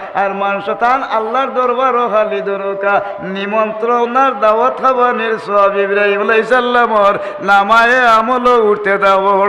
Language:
Sylheti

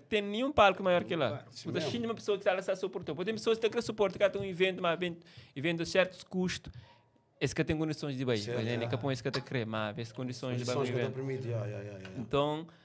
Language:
Kabuverdianu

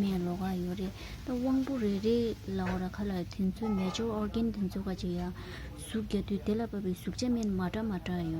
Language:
Tibetan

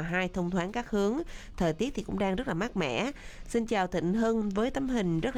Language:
Vietnamese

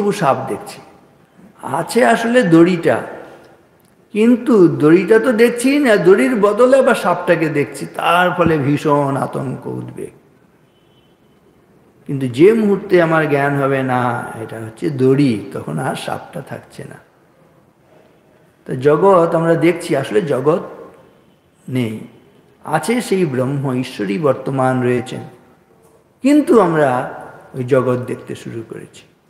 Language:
Bangla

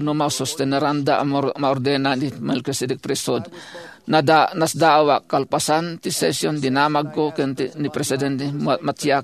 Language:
Iloko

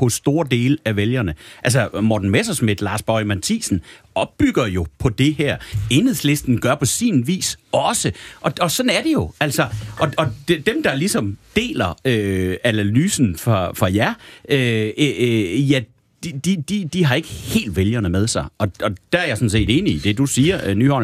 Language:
Danish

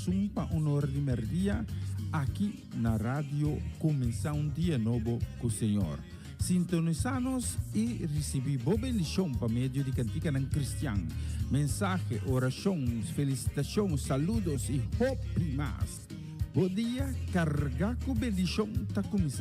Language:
Papiamento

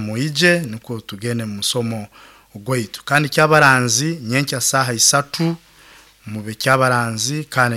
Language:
Nyankole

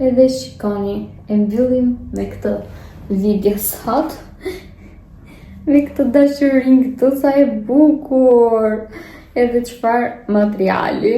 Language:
Albanian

